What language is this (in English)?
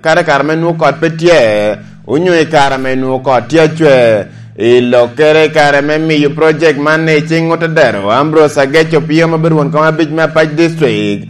Lango (Uganda)